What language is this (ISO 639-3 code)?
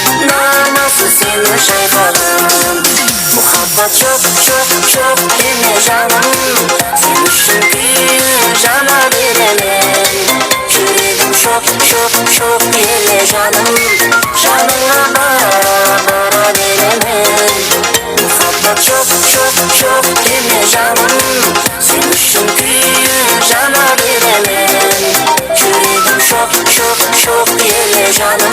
kaa